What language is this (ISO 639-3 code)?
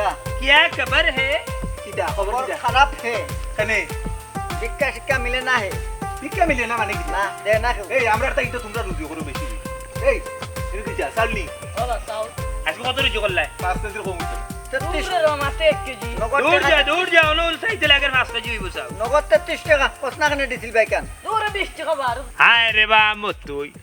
syl